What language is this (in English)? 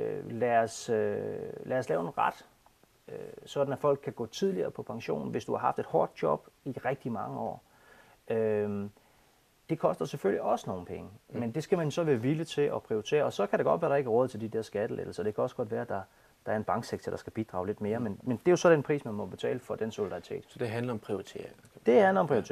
Danish